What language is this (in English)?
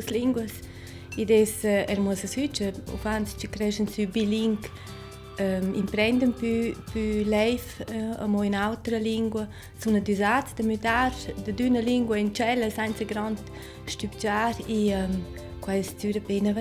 Romansh